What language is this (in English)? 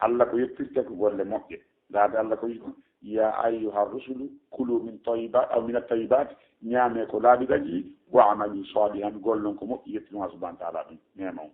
Fula